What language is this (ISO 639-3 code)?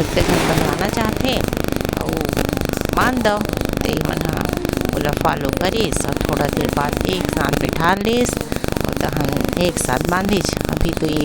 hne